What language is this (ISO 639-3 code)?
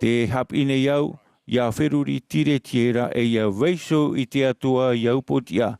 tah